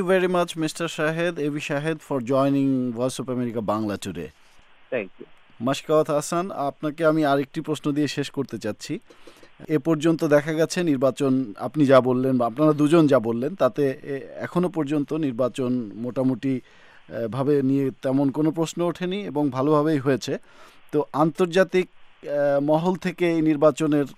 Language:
Bangla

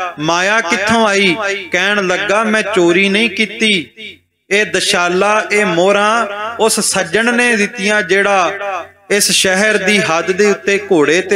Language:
Punjabi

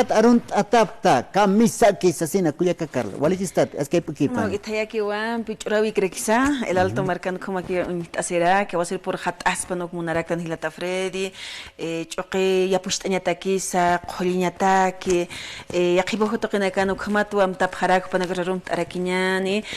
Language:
Aymara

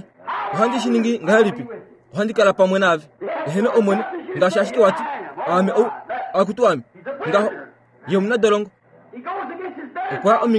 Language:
Kuanyama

